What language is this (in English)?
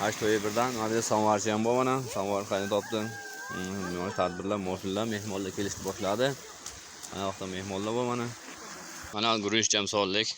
Uzbek